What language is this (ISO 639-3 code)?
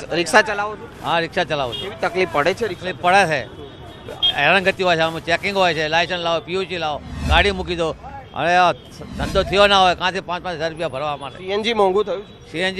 guj